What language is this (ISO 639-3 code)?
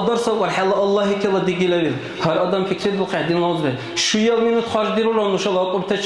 dar